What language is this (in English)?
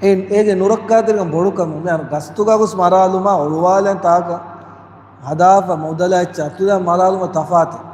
Divehi